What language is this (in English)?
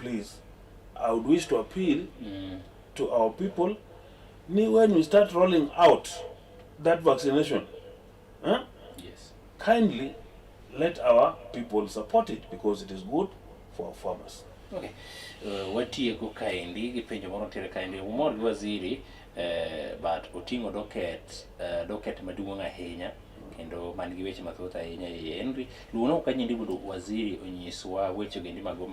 Luo (Kenya and Tanzania)